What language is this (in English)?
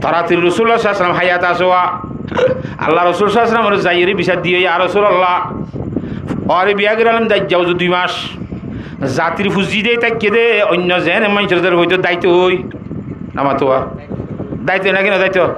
Rohingya